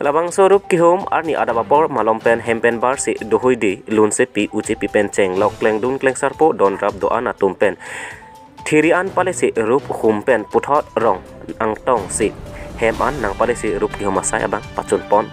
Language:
Karbi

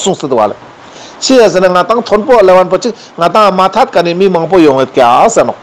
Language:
Ladakhi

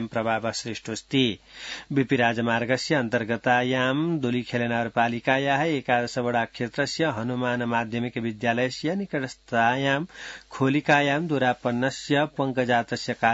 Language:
Sanskrit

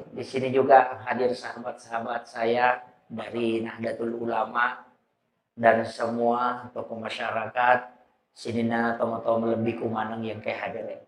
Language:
Buginese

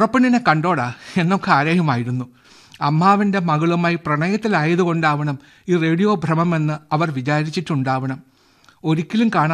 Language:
Malayalam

